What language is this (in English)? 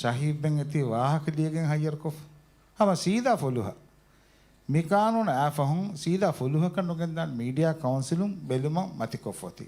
Divehi